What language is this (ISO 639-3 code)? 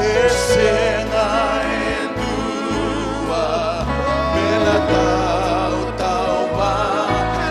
fij